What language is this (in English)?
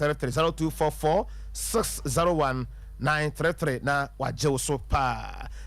Akan